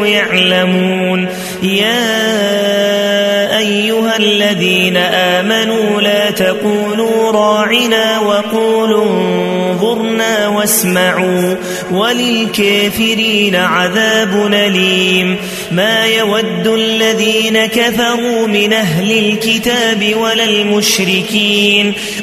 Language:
Arabic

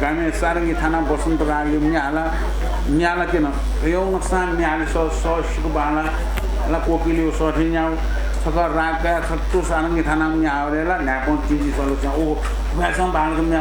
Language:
Newari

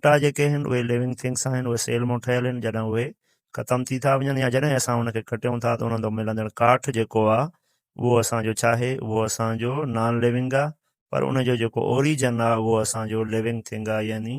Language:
Sindhi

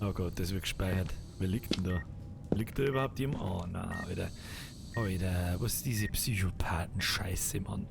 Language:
Bavarian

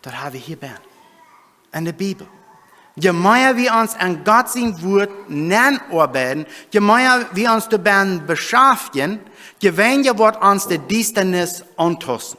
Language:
Plautdietsch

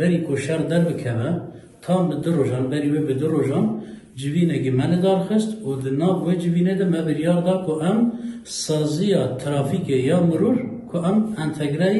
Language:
Kurdish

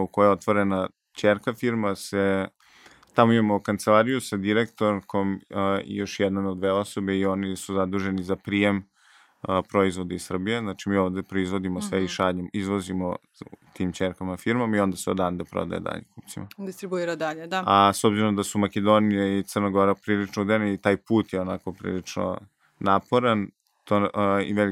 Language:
Serbian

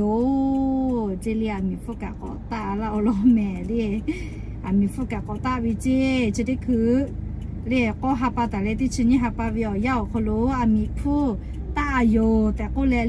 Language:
Lahu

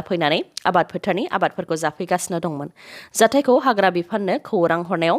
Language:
Bodo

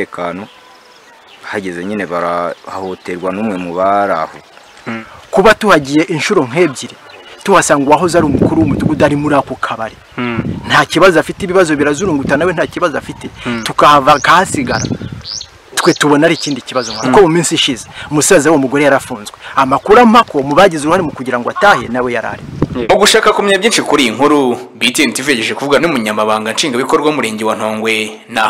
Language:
Kinyarwanda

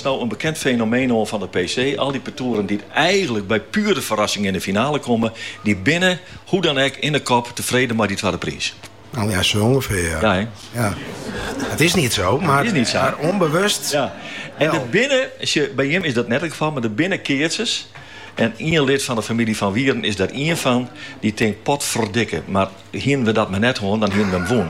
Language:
Dutch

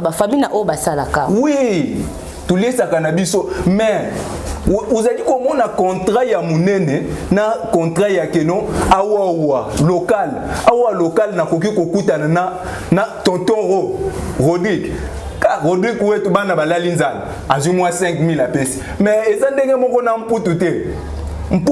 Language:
Lingala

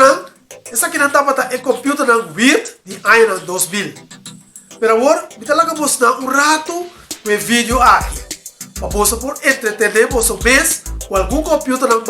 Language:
Papiamento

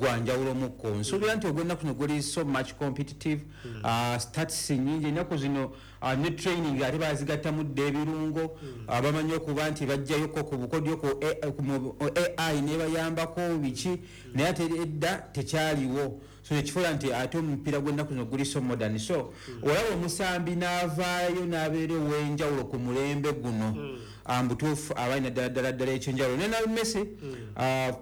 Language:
Ganda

